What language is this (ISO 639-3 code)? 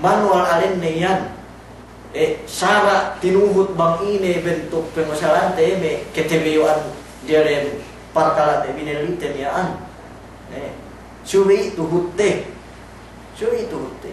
yka